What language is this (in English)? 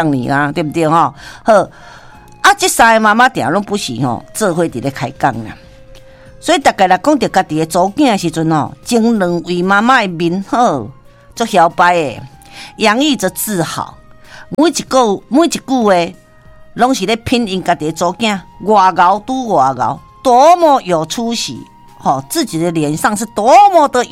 Min Nan Chinese